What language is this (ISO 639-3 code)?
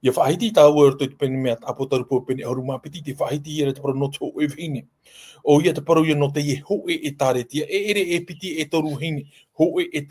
tah